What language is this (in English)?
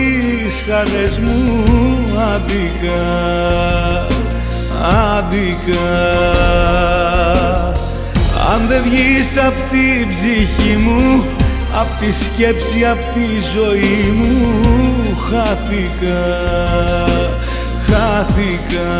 Greek